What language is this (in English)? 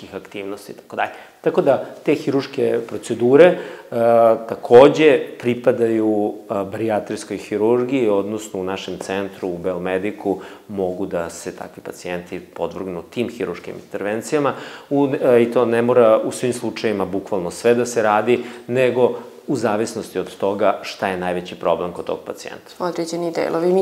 Serbian